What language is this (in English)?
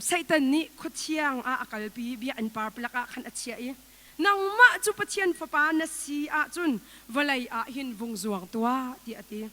Hakha Chin